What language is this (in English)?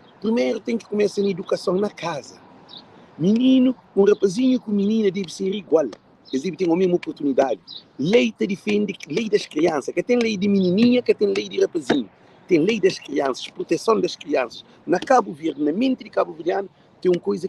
Kabuverdianu